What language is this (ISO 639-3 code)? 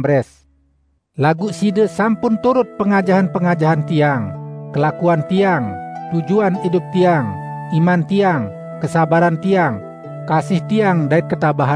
sas